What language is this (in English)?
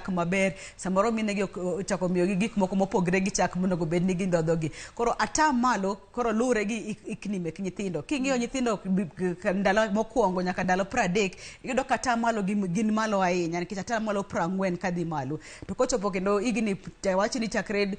Luo (Kenya and Tanzania)